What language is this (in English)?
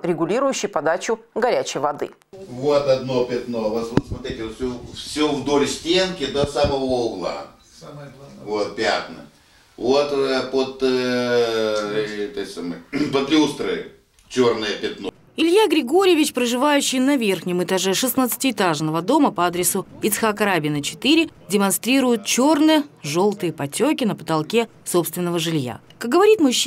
Russian